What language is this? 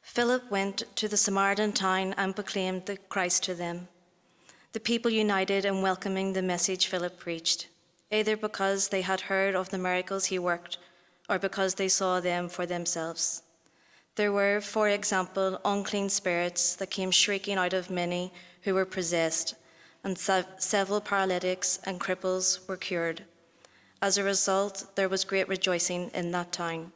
English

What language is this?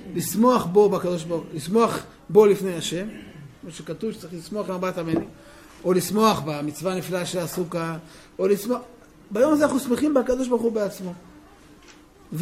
Hebrew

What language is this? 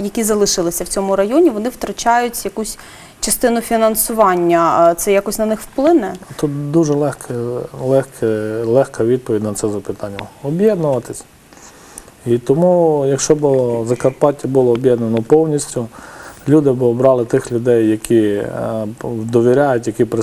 Ukrainian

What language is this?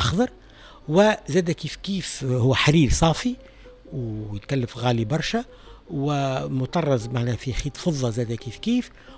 Tunisian Arabic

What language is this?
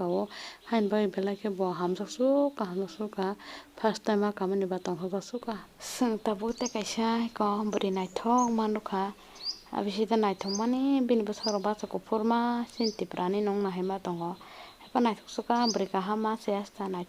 Kok Borok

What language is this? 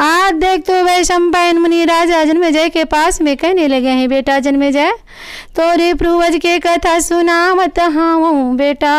Chhattisgarhi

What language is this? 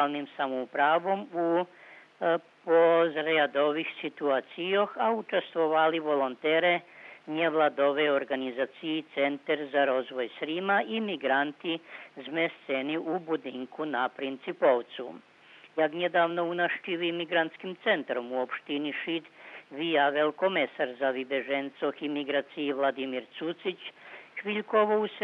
Rusyn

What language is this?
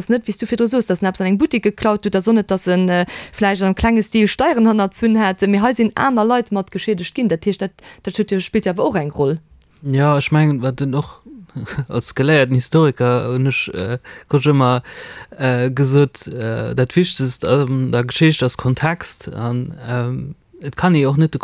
Luxembourgish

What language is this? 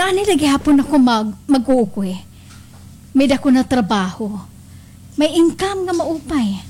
Waray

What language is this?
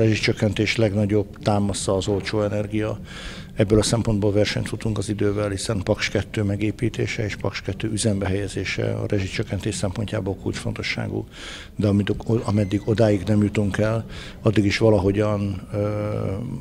Hungarian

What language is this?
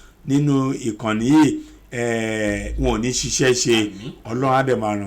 Yoruba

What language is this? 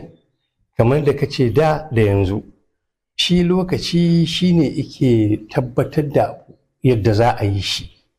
Hausa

